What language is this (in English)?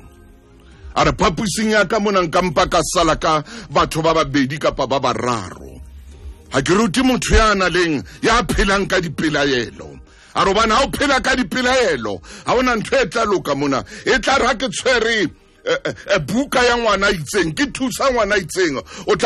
Southern Sotho